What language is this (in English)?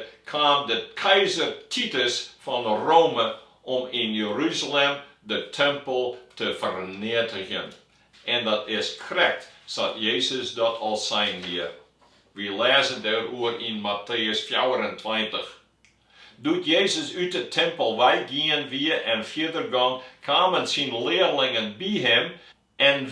Western Frisian